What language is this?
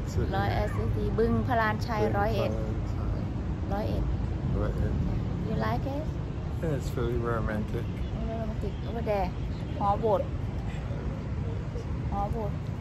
Thai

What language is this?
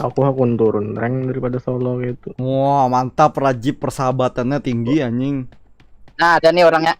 Banjar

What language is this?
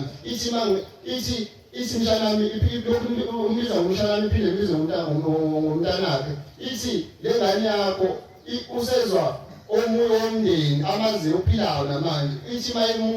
Zulu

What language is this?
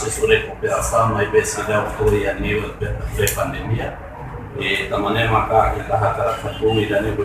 Tetum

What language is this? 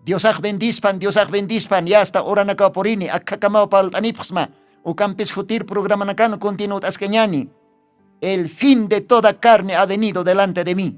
Aymara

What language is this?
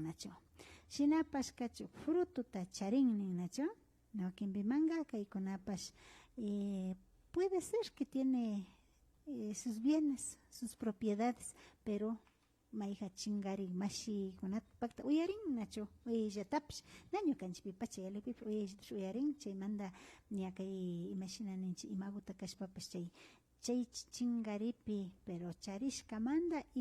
Imbabura Highland Quichua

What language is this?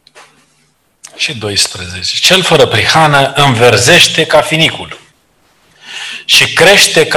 Romanian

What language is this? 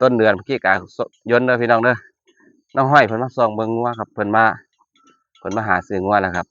Northeastern Thai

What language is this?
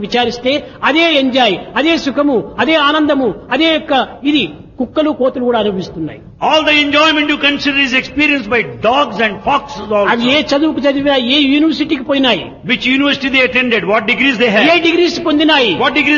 Telugu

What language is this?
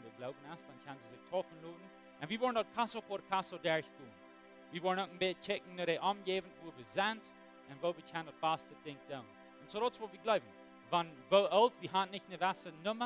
Plautdietsch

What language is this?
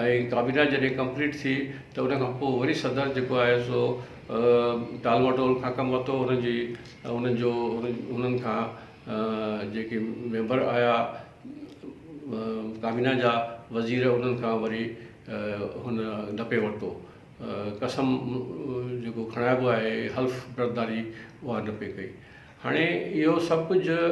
Sindhi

